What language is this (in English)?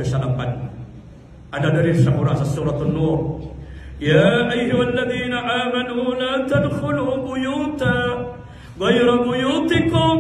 Maranao